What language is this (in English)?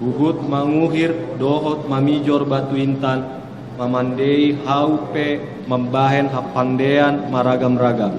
Batak Toba